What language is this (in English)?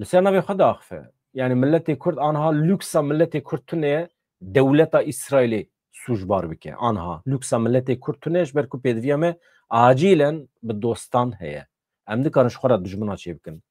Kurdish